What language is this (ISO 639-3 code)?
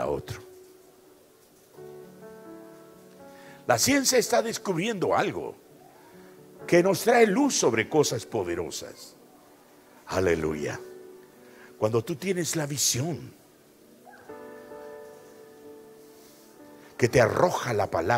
spa